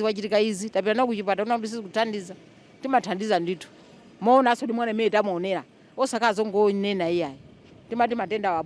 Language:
Nyanja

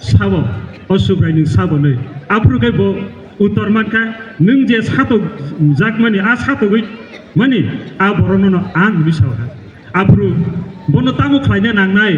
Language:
Kok Borok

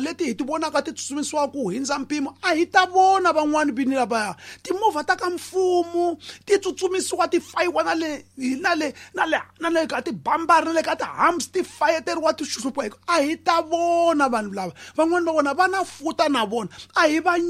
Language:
Tsonga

